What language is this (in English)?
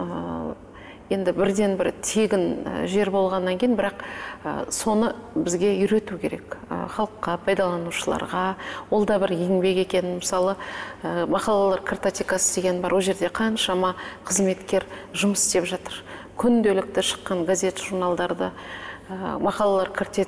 Kazakh